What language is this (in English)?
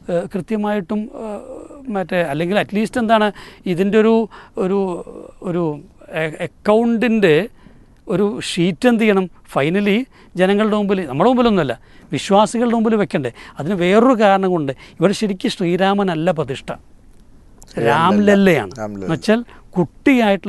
Malayalam